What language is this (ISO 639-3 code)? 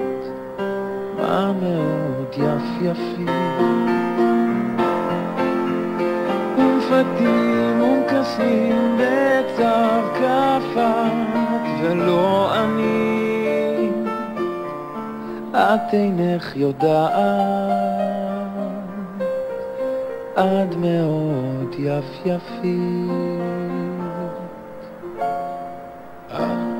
heb